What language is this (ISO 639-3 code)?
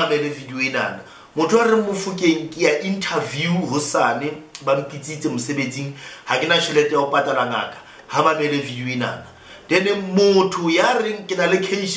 sot